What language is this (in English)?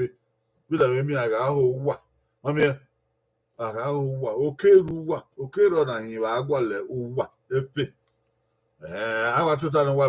Bini